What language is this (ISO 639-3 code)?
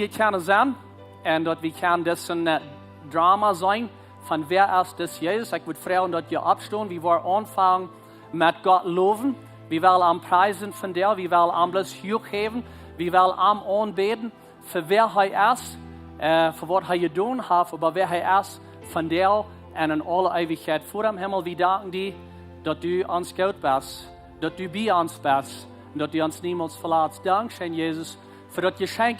pdt